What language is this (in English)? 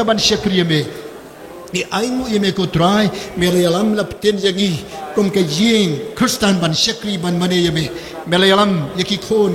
Khasi